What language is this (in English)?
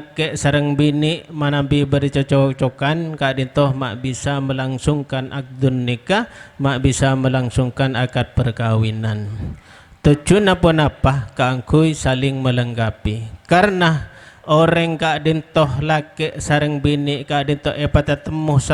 Madurese